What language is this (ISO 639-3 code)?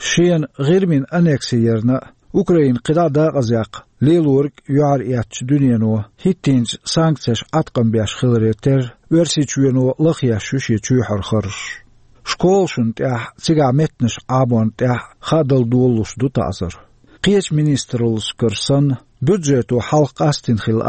che